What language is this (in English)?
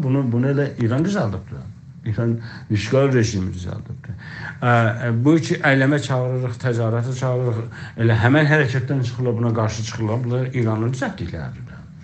South Azerbaijani